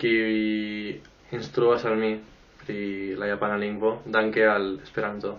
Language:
Esperanto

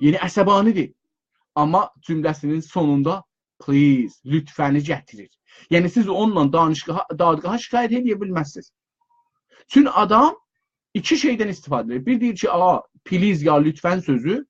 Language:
South Azerbaijani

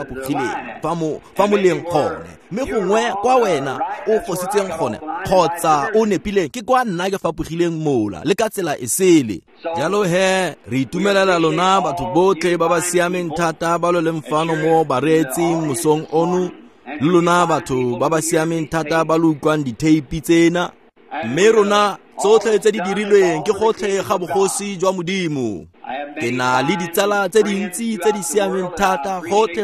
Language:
Tswana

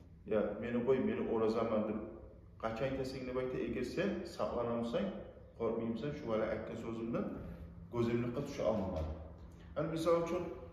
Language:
Kumyk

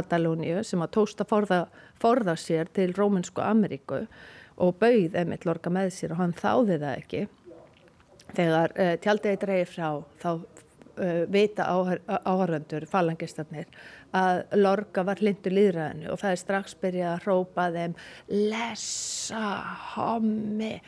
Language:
Icelandic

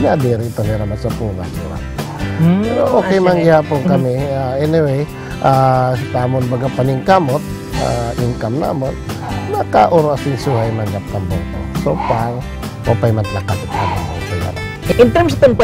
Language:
Waray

